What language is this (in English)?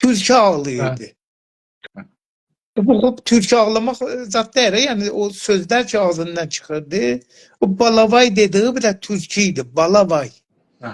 South Azerbaijani